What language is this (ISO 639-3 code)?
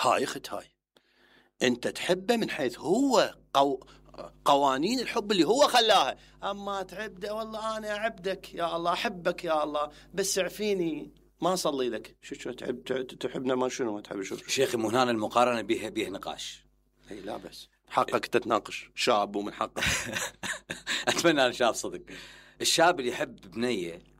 acm